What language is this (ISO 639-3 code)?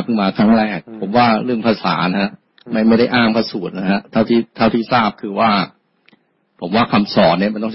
tha